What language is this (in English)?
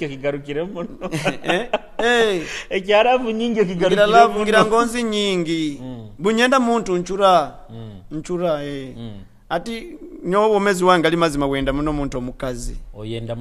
Nyoro